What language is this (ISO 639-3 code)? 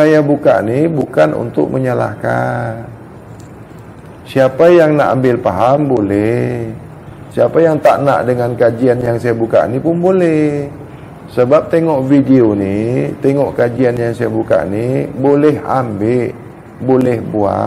msa